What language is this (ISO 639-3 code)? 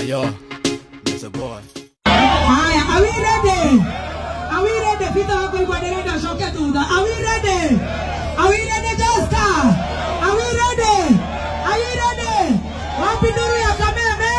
kik